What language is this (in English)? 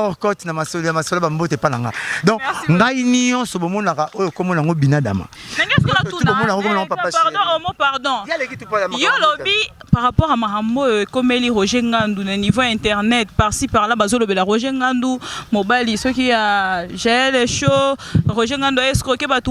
Lingala